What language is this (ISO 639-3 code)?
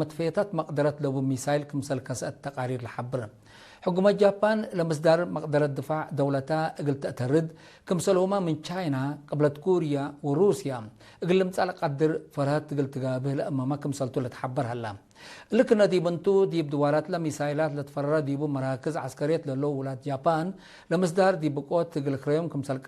tig